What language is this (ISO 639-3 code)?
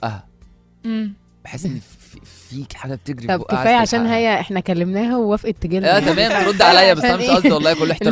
arz